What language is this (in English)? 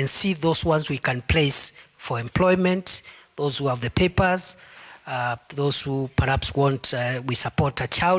Kamba